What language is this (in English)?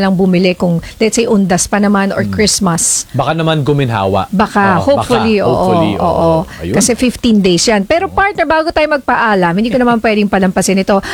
Filipino